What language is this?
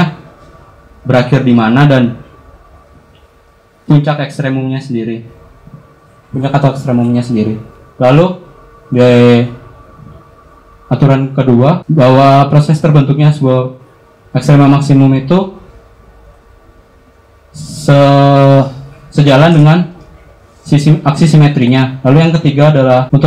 Indonesian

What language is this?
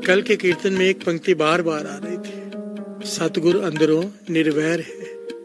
Hindi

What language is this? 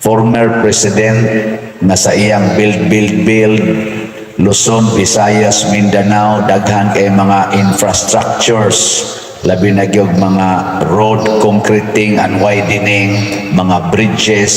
Cebuano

